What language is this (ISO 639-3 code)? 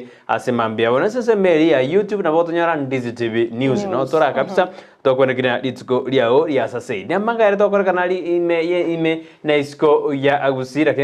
guz